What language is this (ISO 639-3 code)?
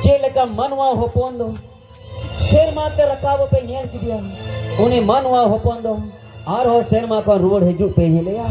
sat